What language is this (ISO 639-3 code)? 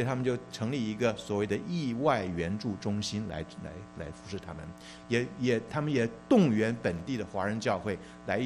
zho